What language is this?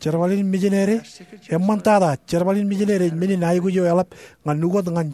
Marshallese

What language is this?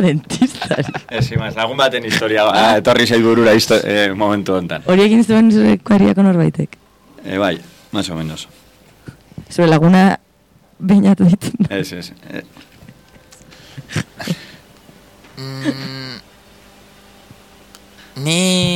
Basque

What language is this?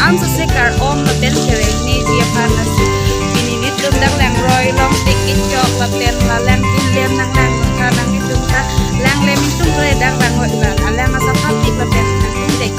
Karbi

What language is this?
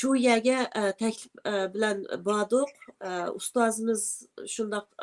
Uyghur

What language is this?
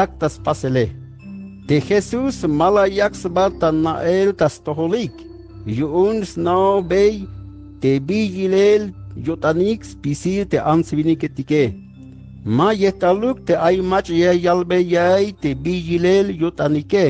Tzeltal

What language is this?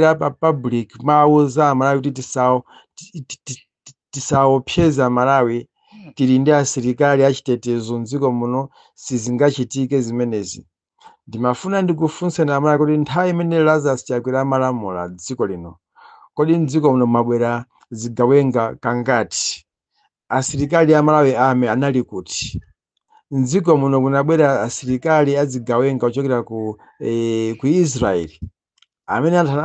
Nyanja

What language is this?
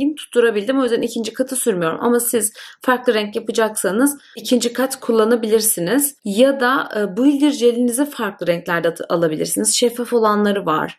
Turkish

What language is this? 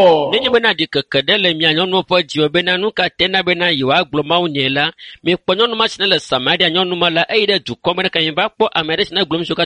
Ewe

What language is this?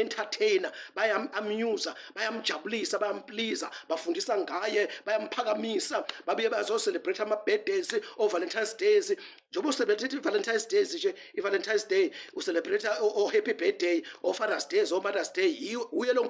Zulu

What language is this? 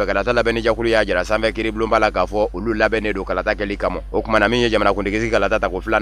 Bambara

